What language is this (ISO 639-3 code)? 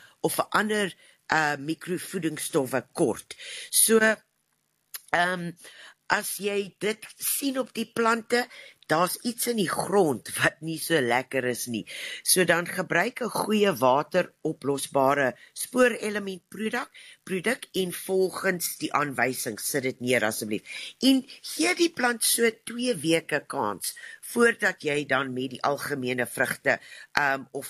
afr